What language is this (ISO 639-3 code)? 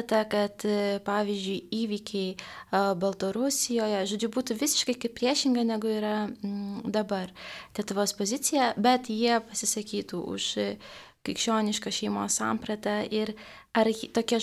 lit